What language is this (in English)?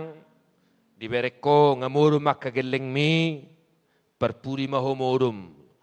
Batak Toba